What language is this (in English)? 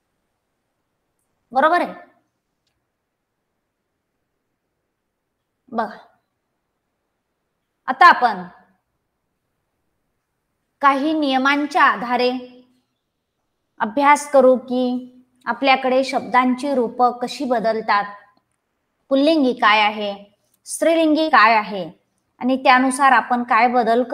Marathi